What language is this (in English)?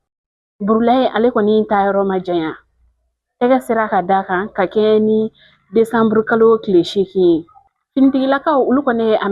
Bambara